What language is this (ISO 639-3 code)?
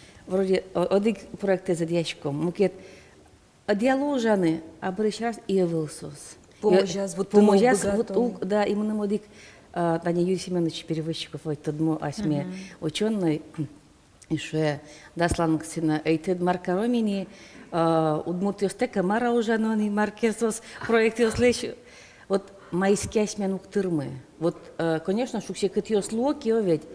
udm